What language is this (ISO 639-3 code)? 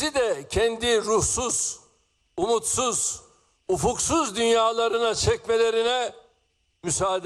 tur